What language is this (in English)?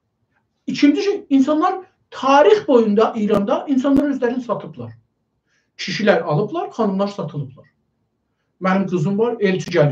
South Azerbaijani